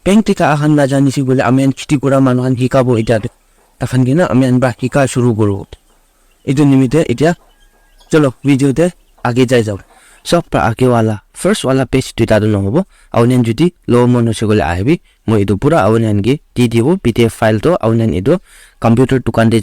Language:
Naga Pidgin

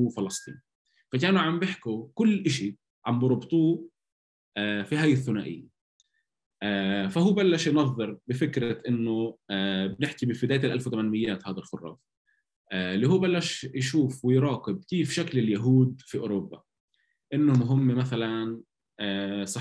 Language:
North Levantine Arabic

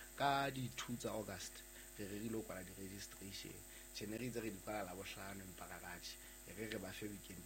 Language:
Southern Sotho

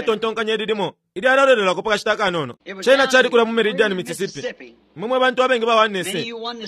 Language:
Bemba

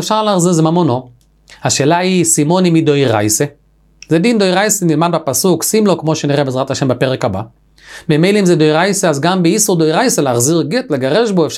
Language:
Hebrew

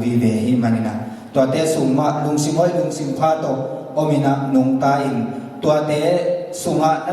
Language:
Tedim Chin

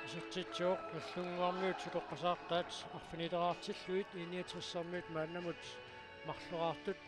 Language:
Kalaallisut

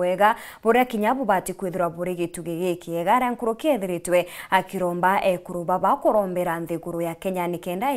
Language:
Meru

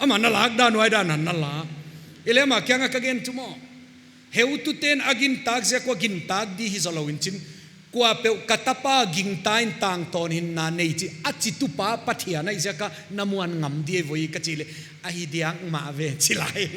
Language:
Paite Chin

